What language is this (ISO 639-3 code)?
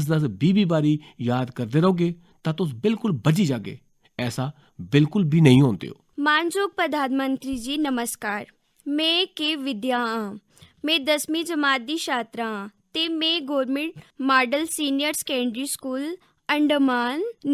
doi